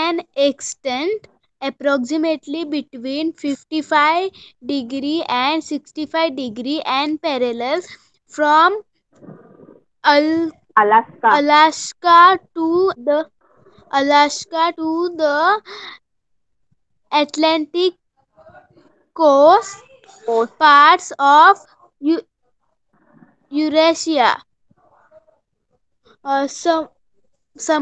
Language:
Marathi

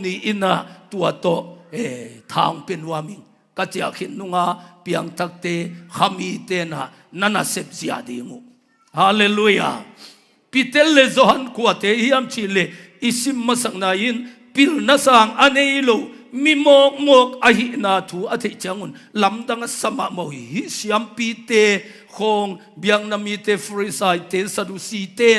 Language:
Tedim Chin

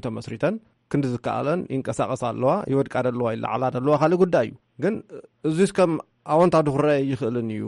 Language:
Tigrinya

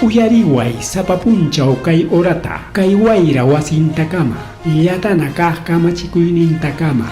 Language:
Ayacucho Quechua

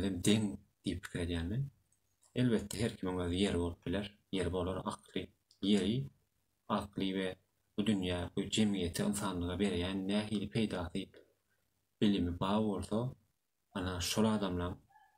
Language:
Turkmen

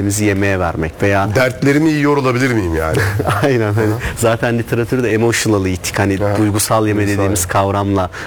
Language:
Turkish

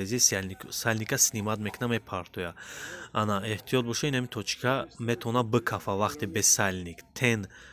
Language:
Tajik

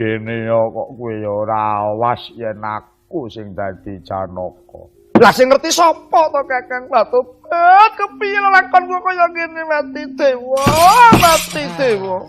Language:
Javanese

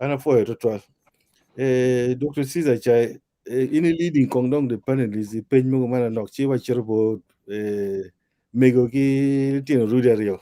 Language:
Acoli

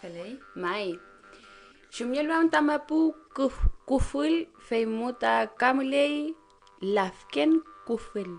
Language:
Mapuche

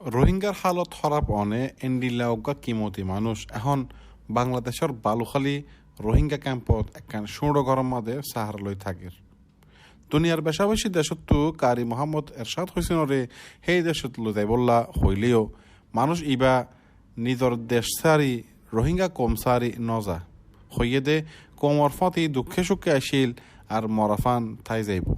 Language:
Rohingya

